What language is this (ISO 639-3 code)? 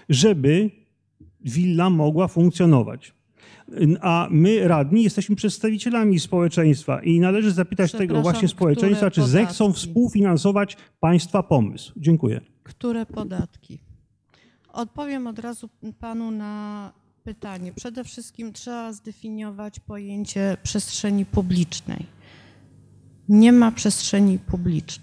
pol